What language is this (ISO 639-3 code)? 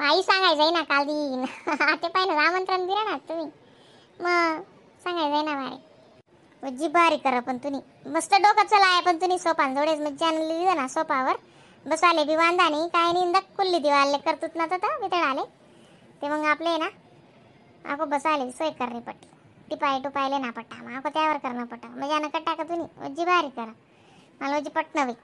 khn